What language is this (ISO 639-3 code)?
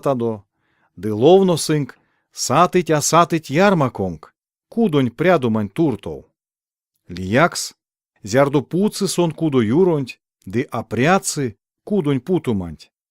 myv